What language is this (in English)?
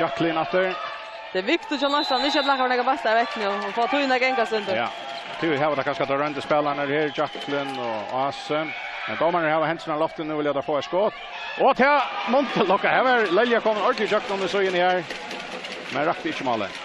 Faroese